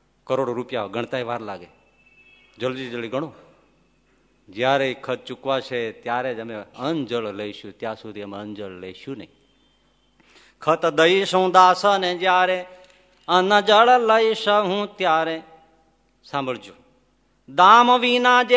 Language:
Gujarati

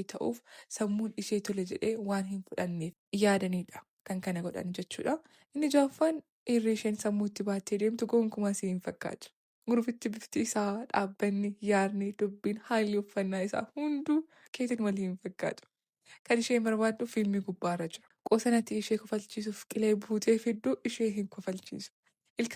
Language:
Oromo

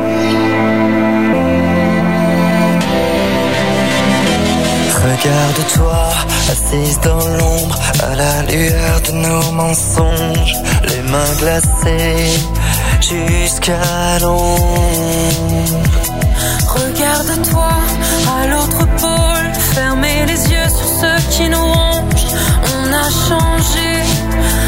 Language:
French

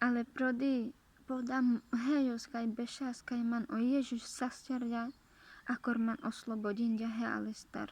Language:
Carpathian Romani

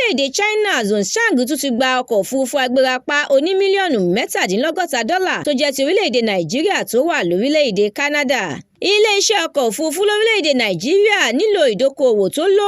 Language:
Yoruba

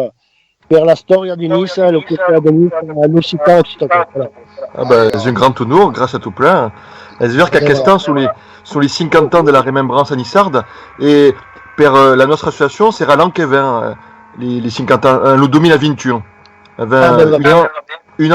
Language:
Occitan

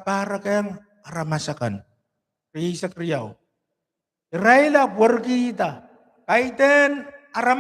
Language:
Pohnpeian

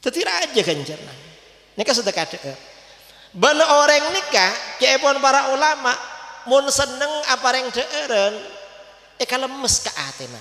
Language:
Madurese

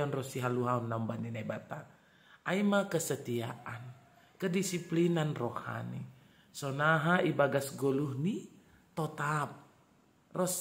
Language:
Batak Simalungun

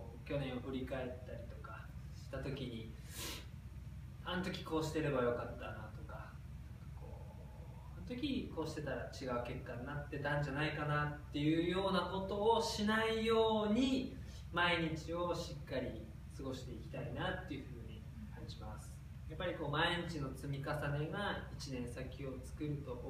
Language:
Japanese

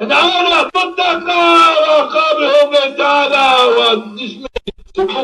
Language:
Zaza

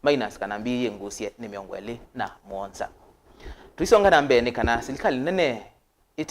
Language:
Kamba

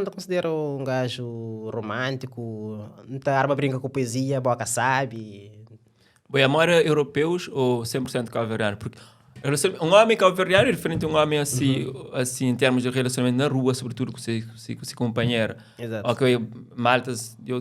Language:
Kabuverdianu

